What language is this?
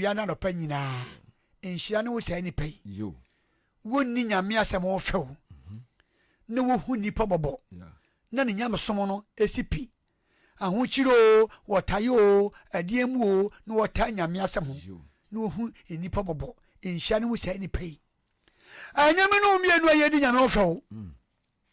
Akan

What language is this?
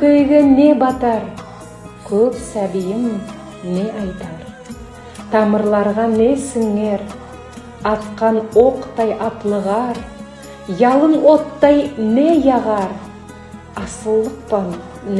Nogai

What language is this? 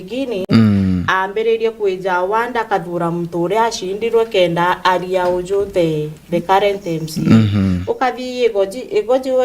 Meru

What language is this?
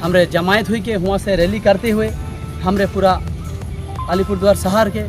Sadri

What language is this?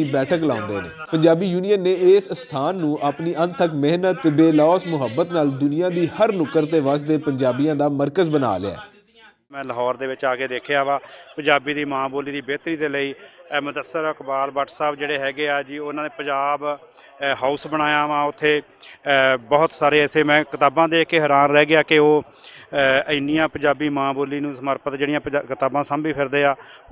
Western Panjabi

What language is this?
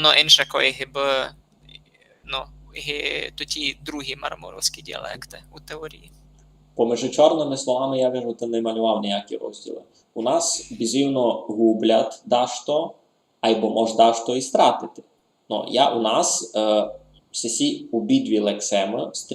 Rusyn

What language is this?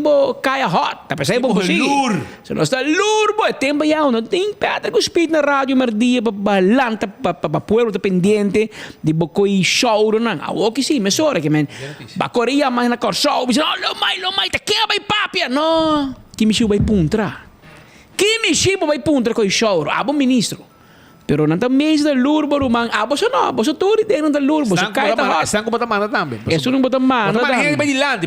Papiamento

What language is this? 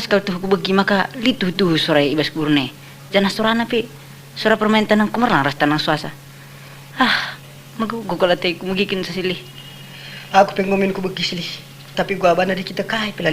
Batak Karo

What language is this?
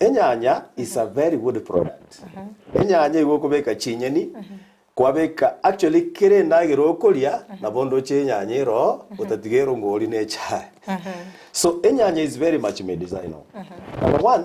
Gusii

